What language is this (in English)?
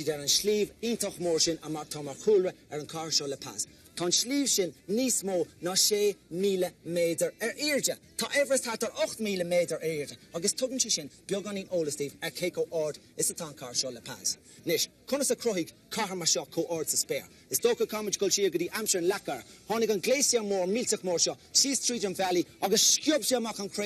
Irish